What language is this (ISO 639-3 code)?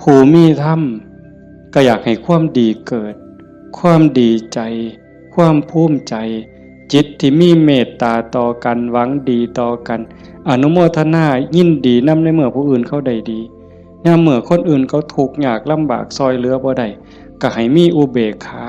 tts